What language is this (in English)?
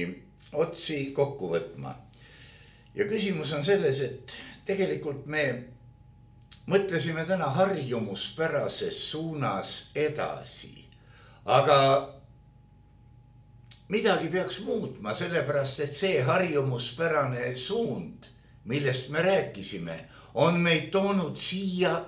Estonian